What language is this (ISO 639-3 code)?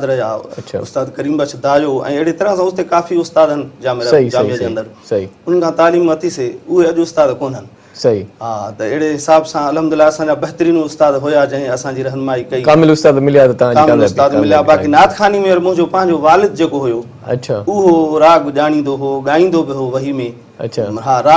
snd